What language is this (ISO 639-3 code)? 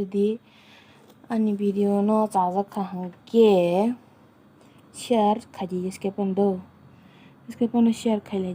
trp